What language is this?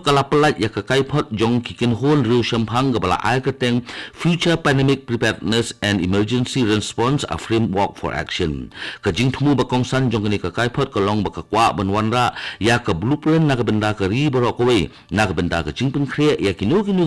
Khasi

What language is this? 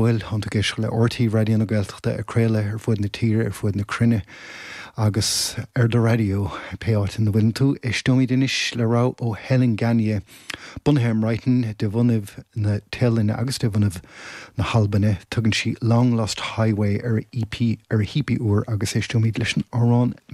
Irish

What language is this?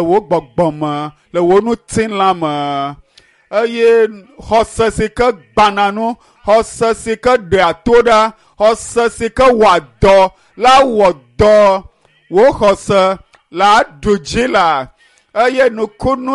Ewe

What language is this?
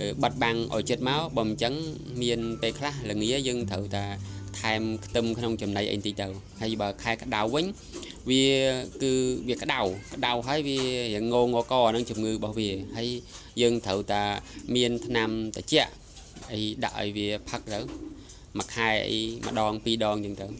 Khmer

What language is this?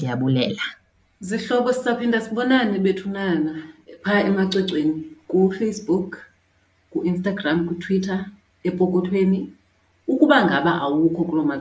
Xhosa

